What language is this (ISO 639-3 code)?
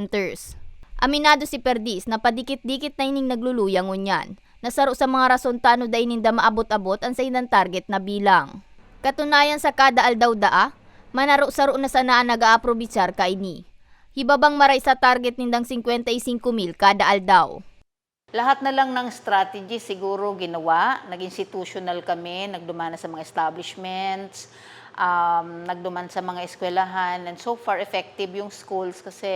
bik